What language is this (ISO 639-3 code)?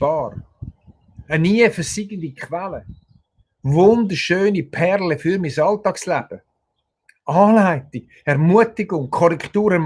gsw